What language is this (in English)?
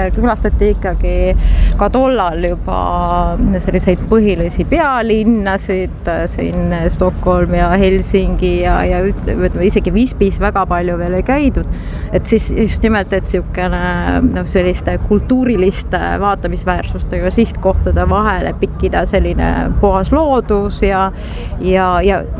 Estonian